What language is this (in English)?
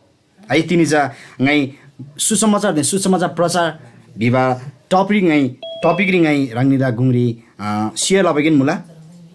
Eastern Tamang